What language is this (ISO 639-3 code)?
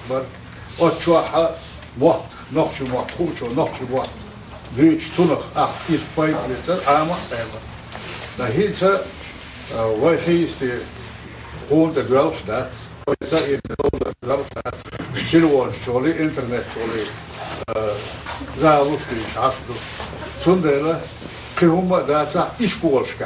che